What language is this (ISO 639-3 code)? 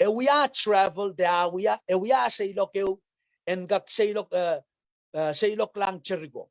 pon